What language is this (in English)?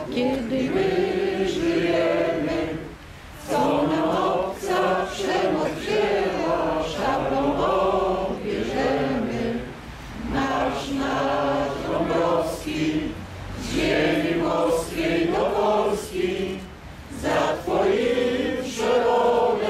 Polish